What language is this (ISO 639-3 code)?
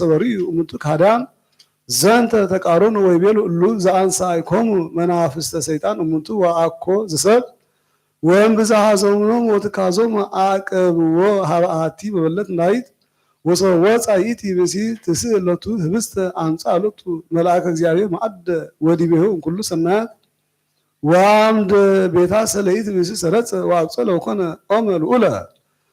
gez